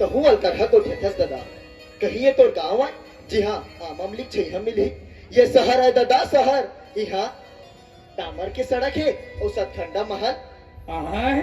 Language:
Chhattisgarhi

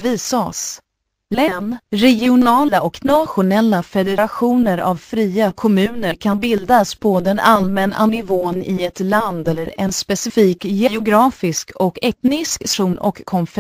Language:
Swedish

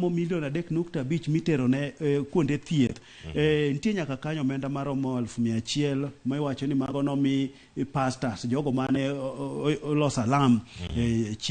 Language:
Luo (Kenya and Tanzania)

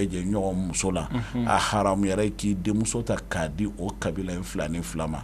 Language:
Bambara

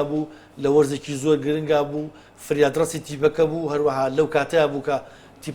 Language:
Central Kurdish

